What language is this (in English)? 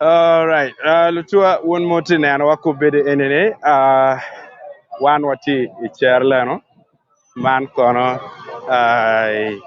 Acoli